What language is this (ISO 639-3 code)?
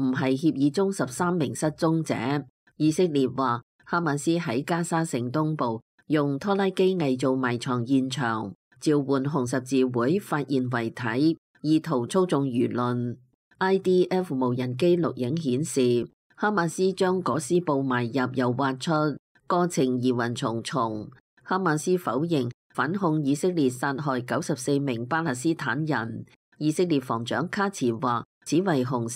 yue